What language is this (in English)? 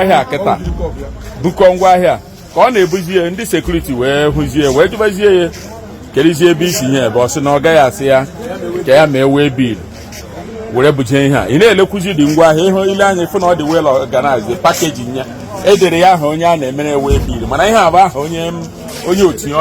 Igbo